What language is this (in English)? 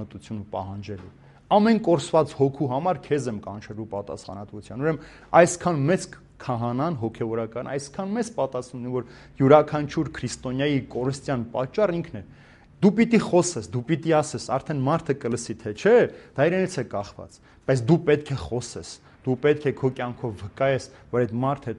Armenian